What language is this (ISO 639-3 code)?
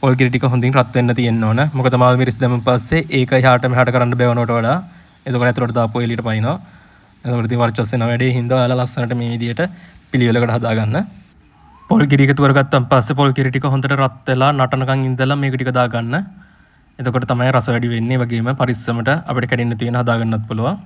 sin